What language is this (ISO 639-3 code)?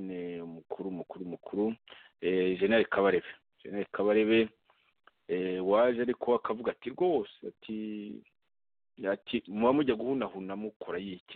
kin